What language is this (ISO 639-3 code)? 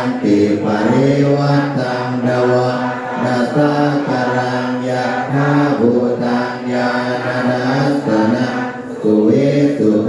pli